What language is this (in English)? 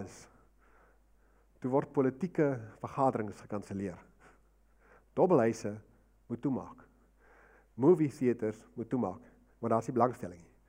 Afrikaans